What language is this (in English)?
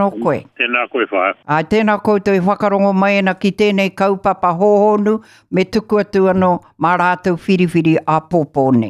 Māori